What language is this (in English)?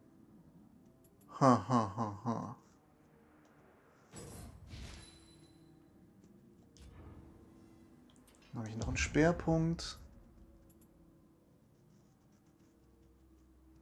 German